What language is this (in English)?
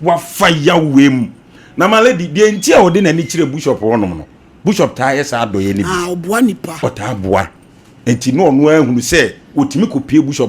Akan